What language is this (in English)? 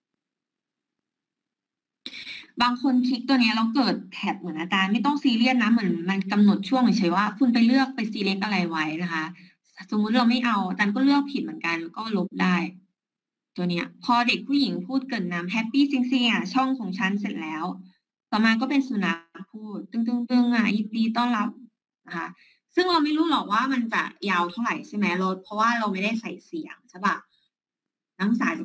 Thai